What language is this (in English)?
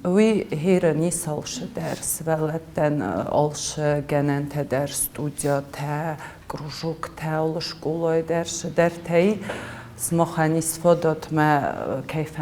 Ossetic